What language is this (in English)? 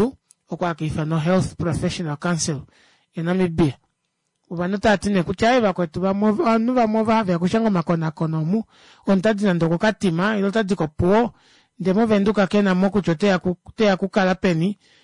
Kuanyama